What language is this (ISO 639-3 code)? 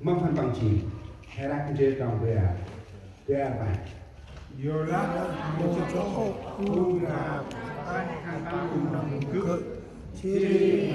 cmo